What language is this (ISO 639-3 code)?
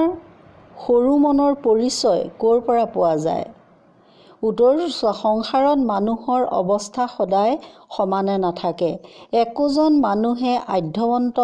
asm